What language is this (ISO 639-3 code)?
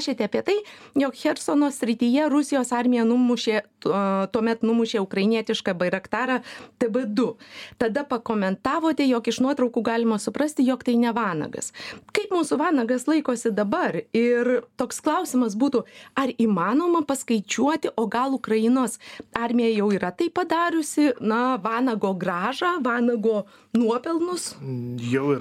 lit